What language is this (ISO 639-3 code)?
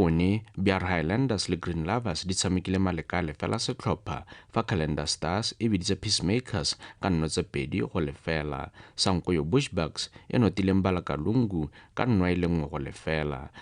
tsn